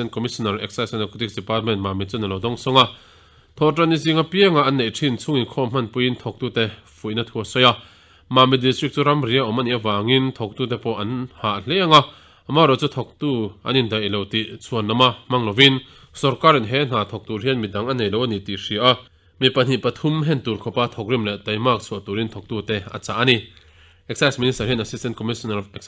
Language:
Mizo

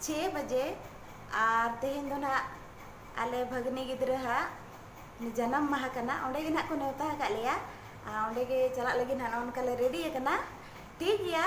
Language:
Santali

